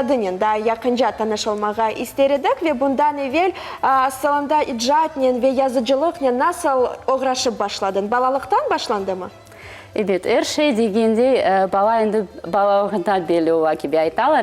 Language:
Crimean Tatar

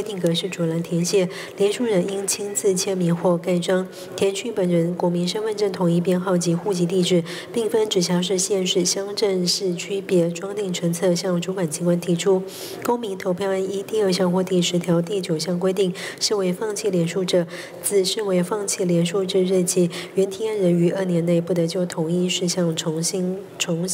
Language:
Chinese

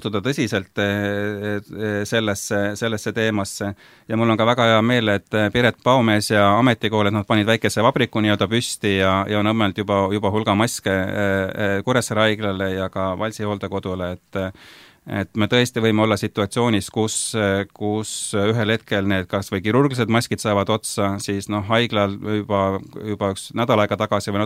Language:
Estonian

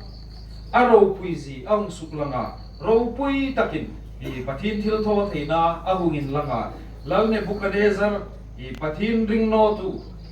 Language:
Hmar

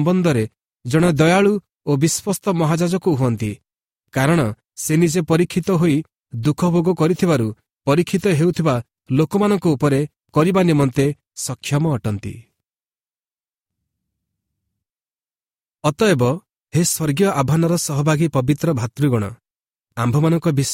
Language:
Odia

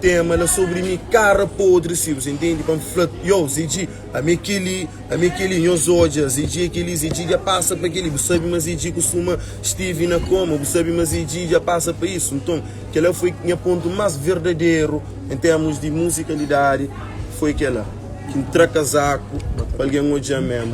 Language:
Kabuverdianu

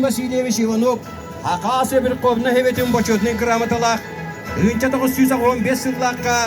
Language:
Yakut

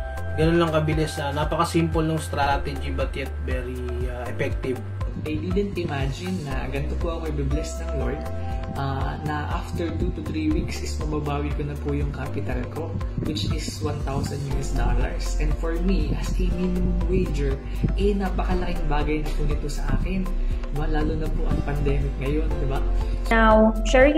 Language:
Filipino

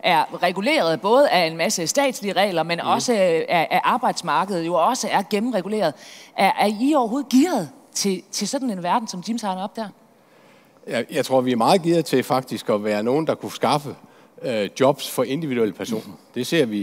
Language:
Danish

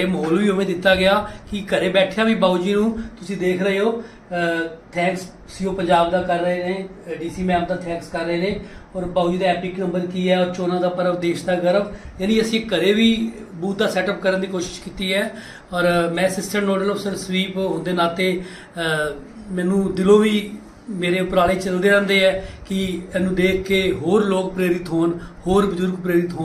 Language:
Punjabi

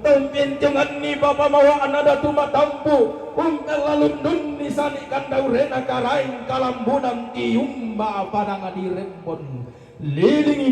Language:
Toraja-Sa'dan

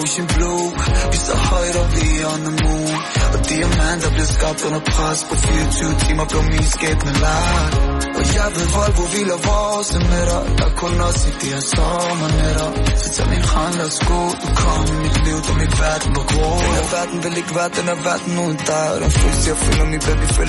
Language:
Danish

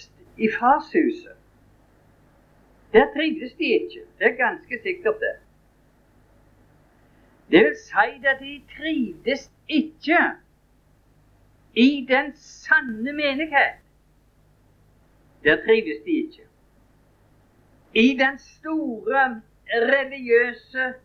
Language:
Norwegian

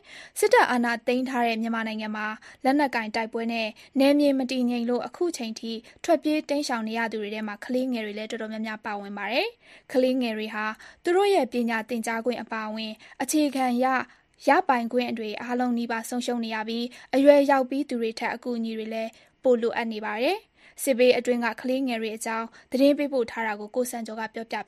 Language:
Burmese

